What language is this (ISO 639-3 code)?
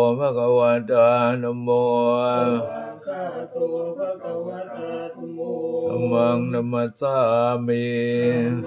pli